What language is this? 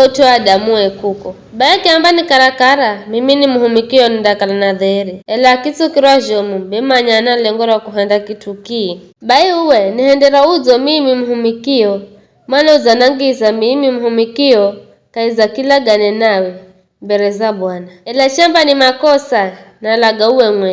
Giryama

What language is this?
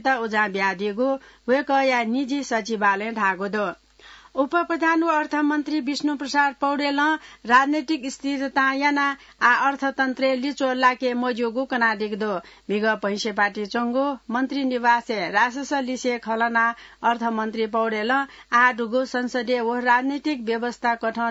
Newari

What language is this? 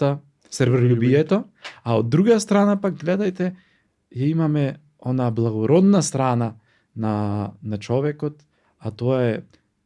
Macedonian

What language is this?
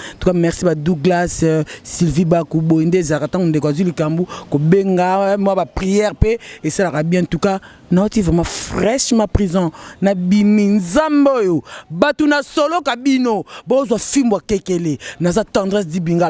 Lingala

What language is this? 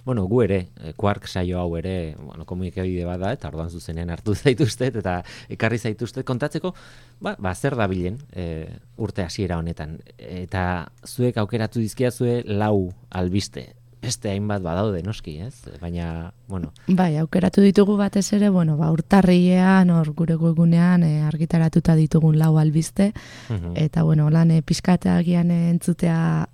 Basque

